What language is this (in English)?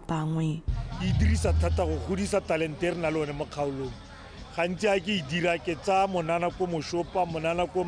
Tswana